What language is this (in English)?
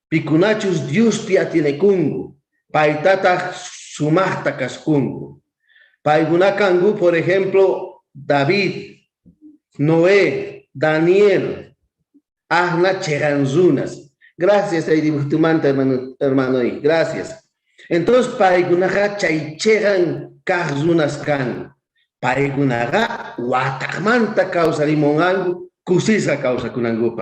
South Bolivian Quechua